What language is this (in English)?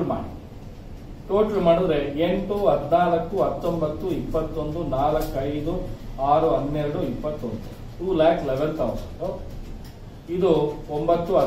Kannada